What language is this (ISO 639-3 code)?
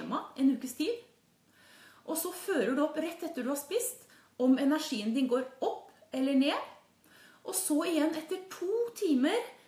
nor